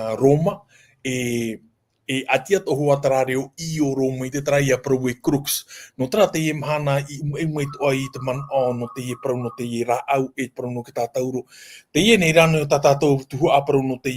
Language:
Tahitian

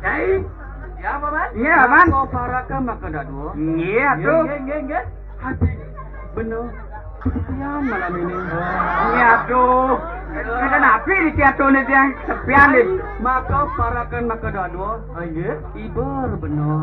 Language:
Balinese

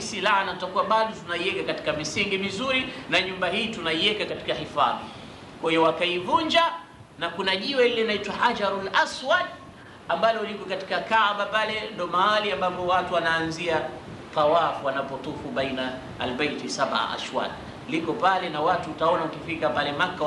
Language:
Swahili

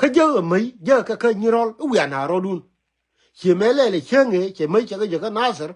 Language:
Nuer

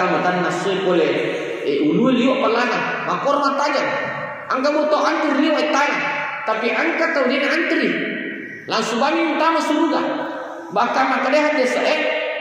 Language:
Buginese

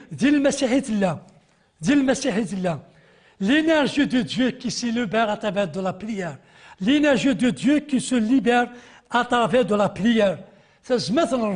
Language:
Kabyle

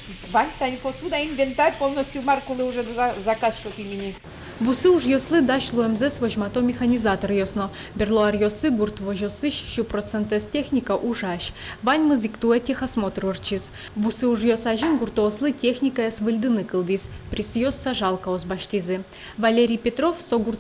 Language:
Udmurt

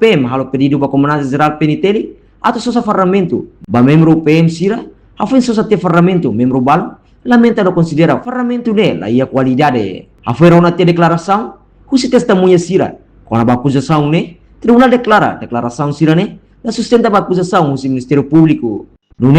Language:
Tetum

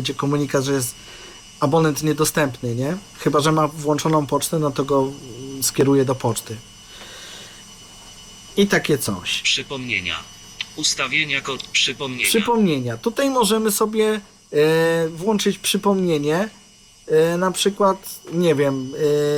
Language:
Polish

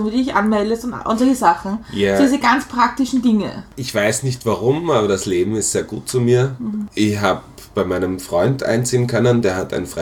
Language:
German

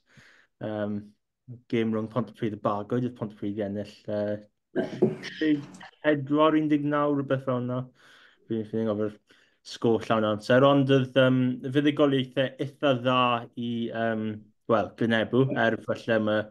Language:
Welsh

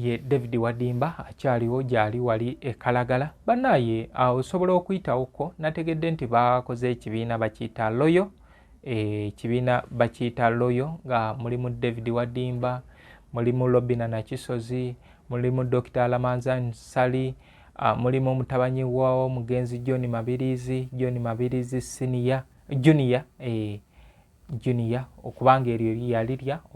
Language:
Ganda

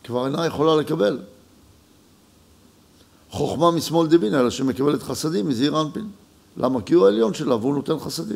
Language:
Hebrew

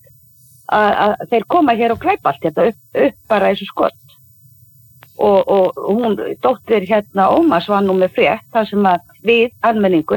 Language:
Icelandic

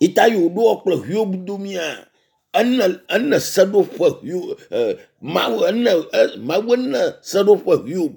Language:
Ewe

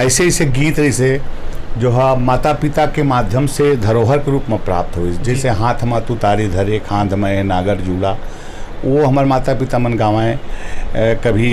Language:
Chhattisgarhi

